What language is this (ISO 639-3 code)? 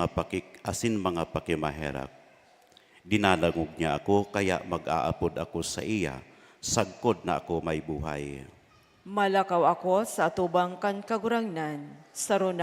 bik